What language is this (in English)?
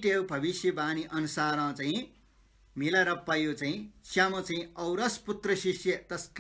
Newari